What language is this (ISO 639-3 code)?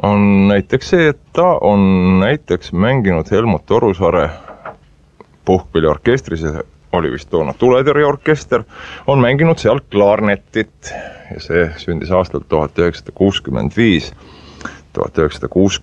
est